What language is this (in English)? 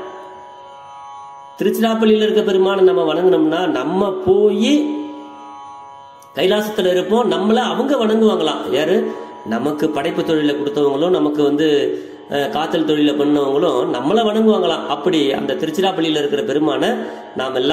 Tamil